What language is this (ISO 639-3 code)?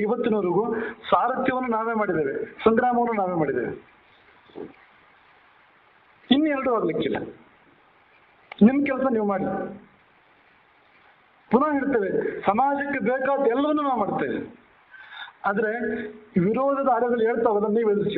kan